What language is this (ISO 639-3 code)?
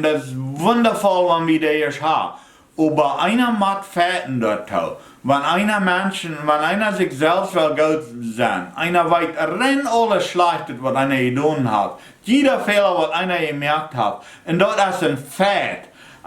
pdt